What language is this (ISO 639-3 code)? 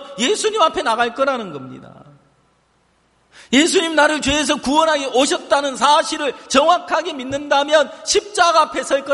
kor